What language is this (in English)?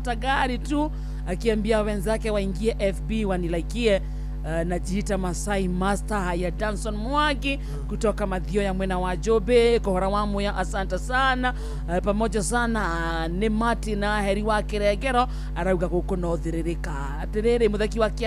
Kikuyu